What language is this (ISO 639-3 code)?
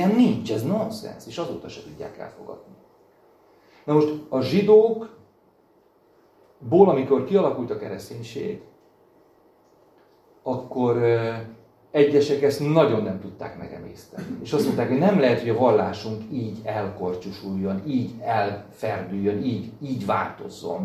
hun